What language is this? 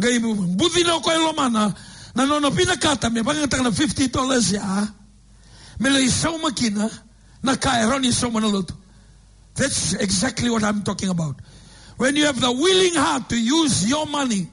Fijian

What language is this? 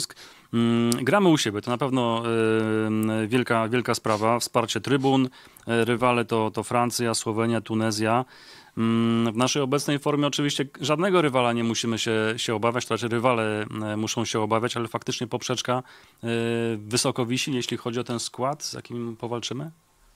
Polish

